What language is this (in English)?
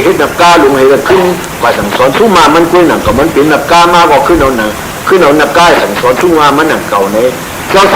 Shan